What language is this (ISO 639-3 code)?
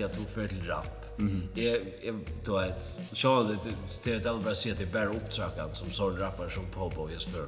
fao